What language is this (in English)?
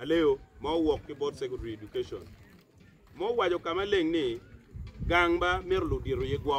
Acoli